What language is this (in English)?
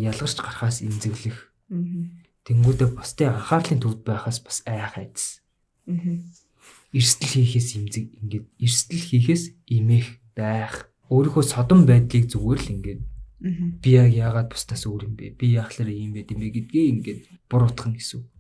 Mongolian